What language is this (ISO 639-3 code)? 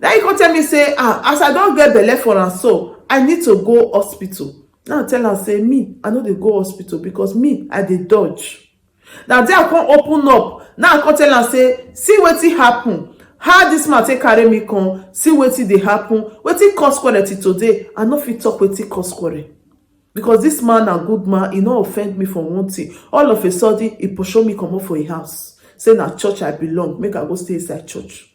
pcm